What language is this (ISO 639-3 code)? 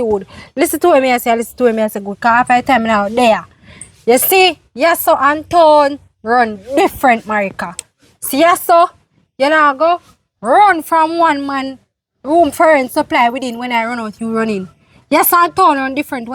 jam